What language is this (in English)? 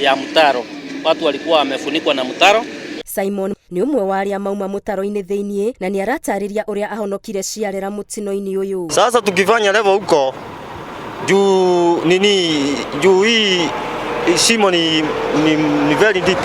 Kikuyu